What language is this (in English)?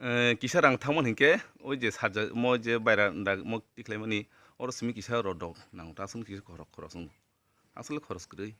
Kok Borok